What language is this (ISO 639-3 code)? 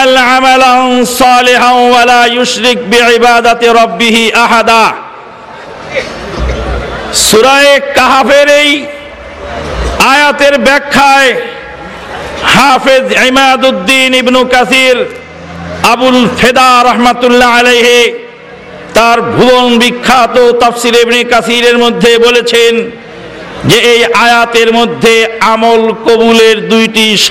ben